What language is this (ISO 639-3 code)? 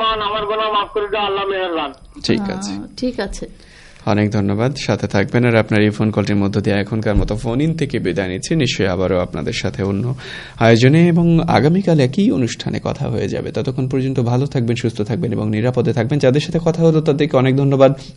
ben